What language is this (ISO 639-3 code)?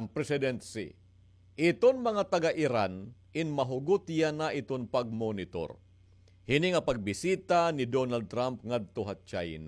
war